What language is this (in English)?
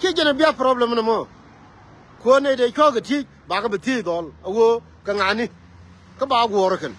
Nuer